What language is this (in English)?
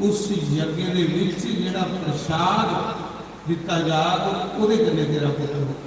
Dogri